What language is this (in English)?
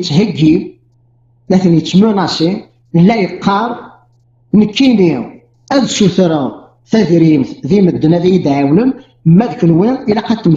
Kabyle